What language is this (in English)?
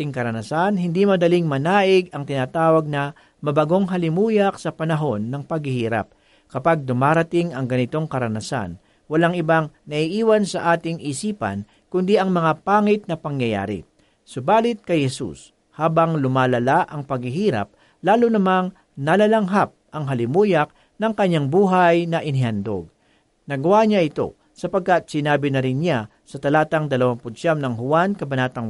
Filipino